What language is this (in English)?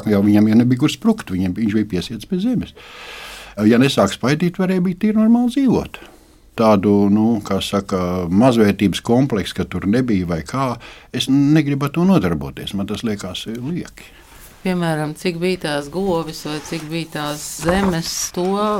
Latvian